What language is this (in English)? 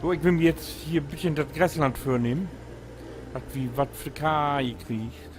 Low German